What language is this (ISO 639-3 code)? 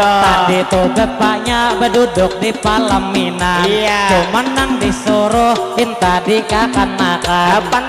bjn